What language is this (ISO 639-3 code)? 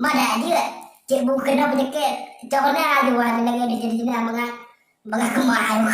ace